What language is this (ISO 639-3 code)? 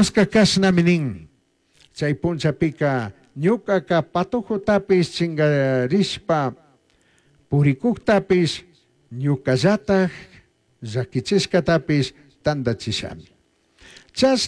qug